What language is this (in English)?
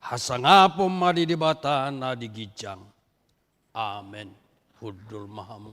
Batak Toba